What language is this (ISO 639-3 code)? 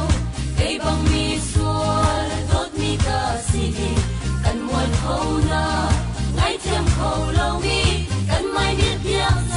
cfm